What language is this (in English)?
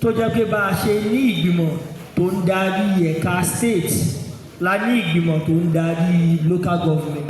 Yoruba